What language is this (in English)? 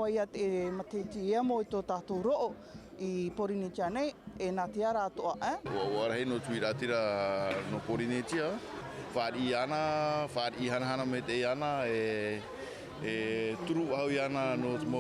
Tahitian